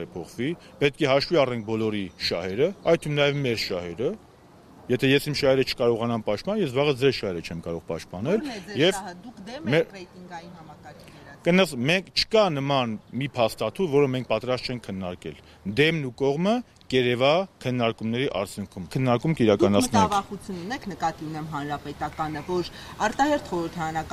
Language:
Armenian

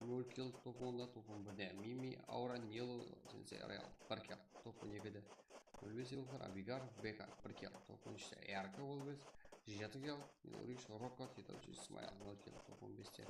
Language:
Kara-Kalpak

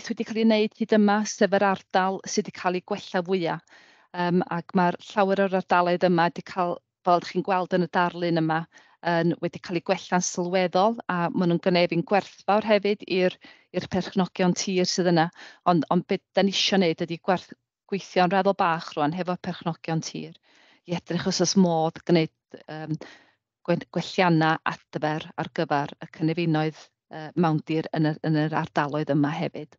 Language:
Welsh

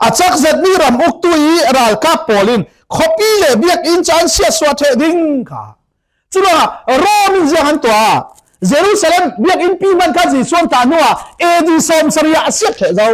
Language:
Falam Chin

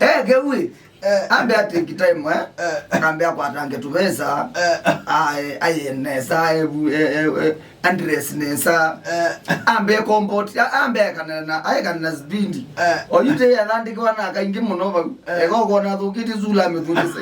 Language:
Kamba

